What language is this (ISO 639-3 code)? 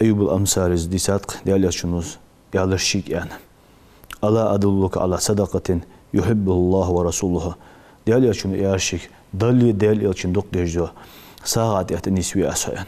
inh